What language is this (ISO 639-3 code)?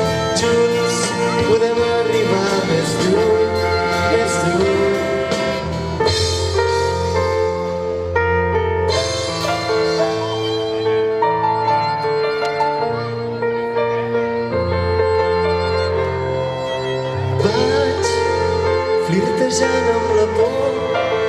cat